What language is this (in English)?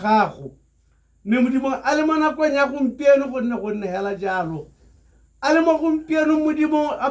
Tswana